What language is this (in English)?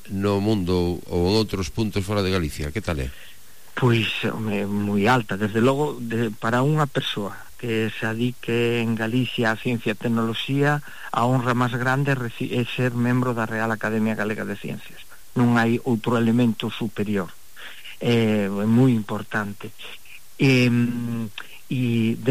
Galician